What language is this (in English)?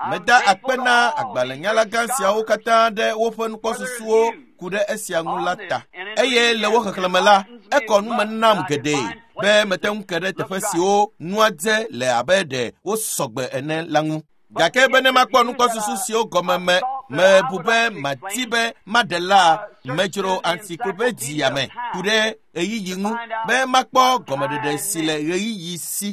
Ewe